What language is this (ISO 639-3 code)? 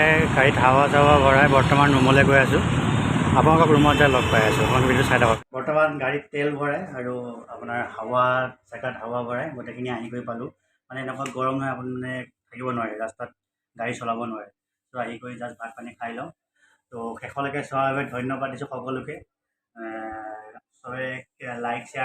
asm